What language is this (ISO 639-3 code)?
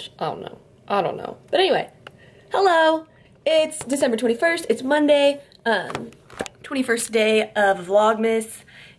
eng